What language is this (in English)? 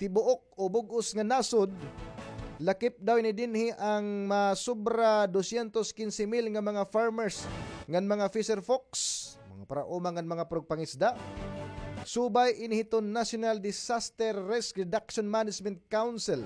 Waray